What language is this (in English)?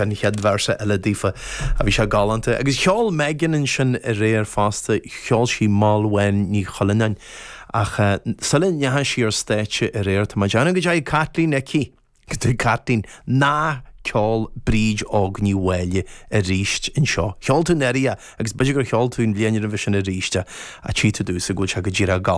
Irish